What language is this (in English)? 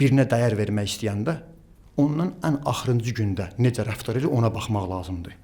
Azerbaijani